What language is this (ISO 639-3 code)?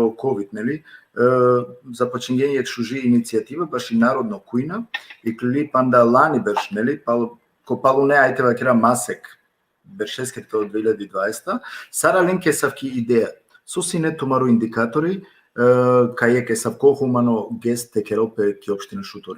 rmn